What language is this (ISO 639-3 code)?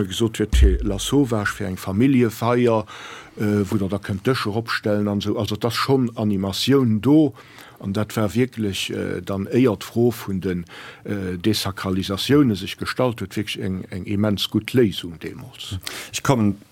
ltz